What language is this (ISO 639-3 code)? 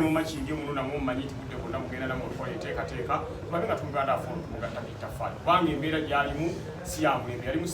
lug